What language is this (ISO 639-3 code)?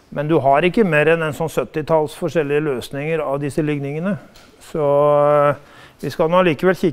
nor